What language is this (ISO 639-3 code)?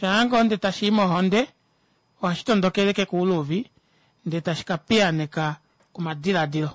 kua